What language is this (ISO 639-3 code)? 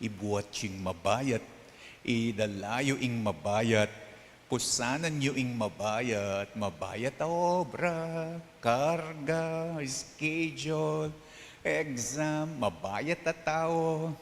pam